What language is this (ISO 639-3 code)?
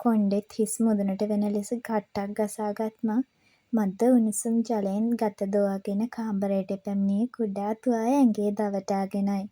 sin